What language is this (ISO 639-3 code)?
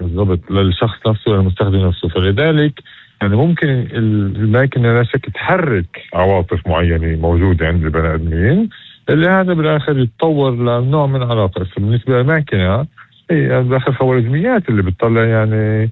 apc